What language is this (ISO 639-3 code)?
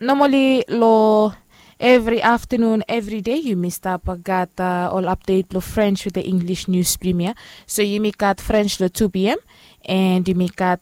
bis